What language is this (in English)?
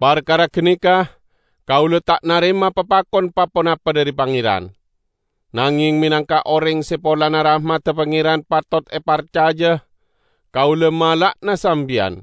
Madurese